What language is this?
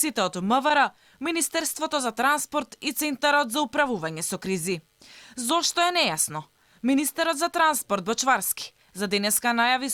Macedonian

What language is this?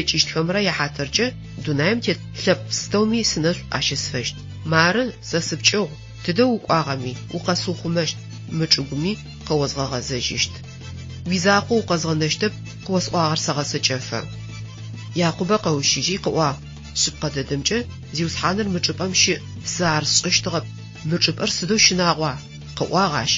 Adyghe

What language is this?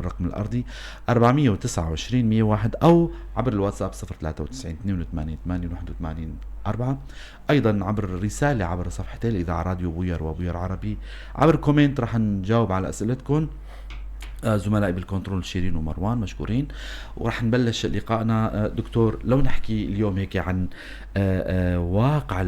North Levantine Arabic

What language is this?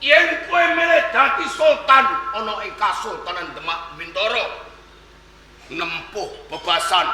Javanese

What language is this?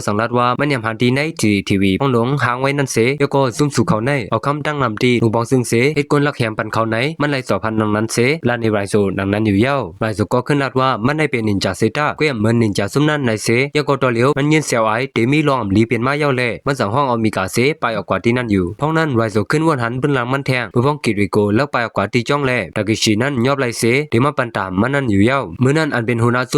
Shan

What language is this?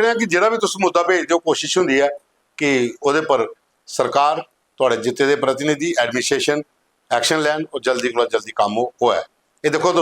Dogri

